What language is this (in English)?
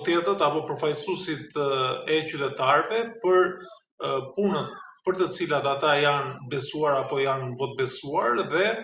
Albanian